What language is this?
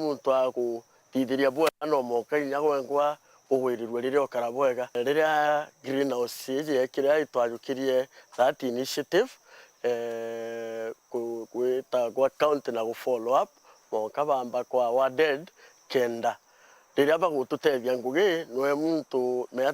Meru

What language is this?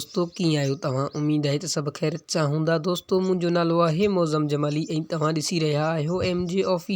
Sindhi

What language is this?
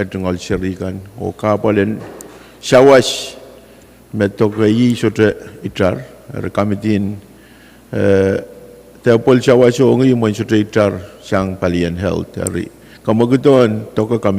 Pohnpeian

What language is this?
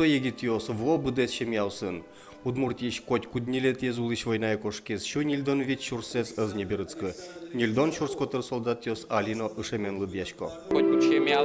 Udmurt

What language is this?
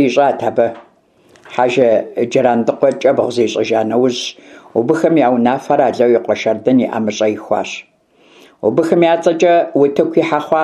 Kabardian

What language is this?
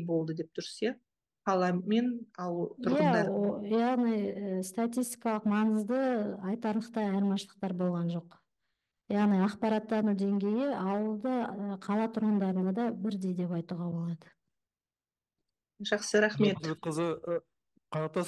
Kazakh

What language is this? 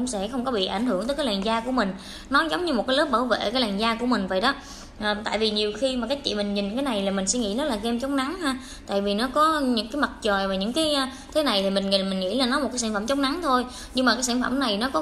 Vietnamese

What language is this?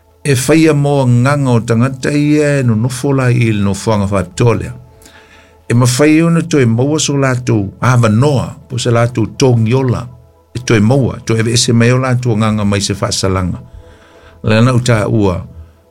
Samoan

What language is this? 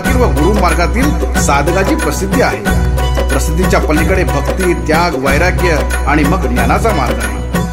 Marathi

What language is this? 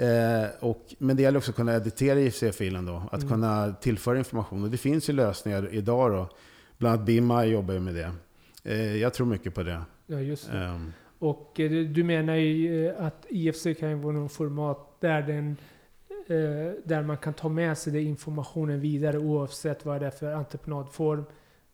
Swedish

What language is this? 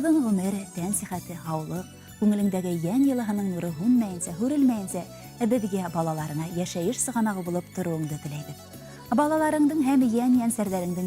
Bashkir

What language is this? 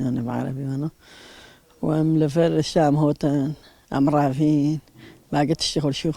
Kurdish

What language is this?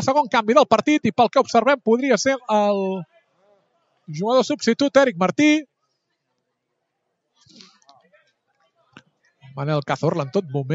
Catalan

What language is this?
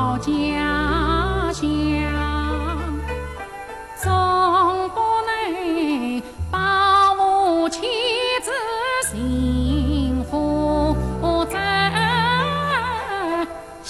Chinese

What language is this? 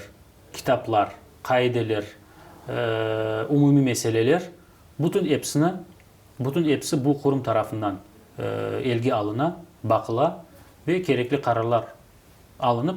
Crimean Tatar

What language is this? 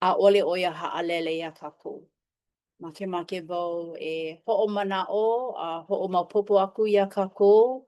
Hawaiian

